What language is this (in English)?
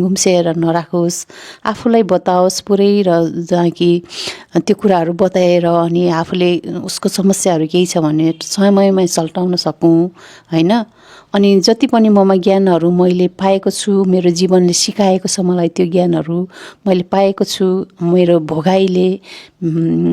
Nepali